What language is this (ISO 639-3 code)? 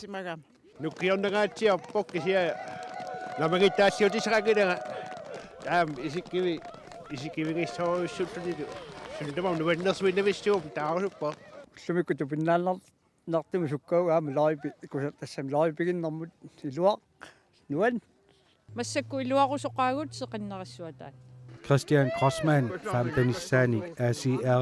kal